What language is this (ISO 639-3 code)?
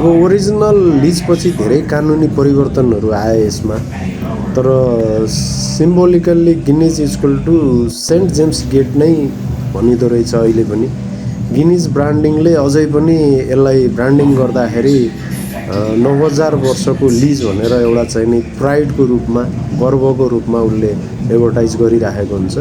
nep